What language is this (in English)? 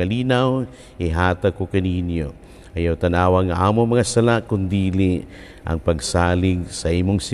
Cebuano